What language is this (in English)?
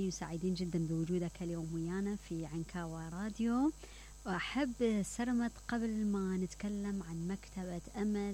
Mesopotamian Arabic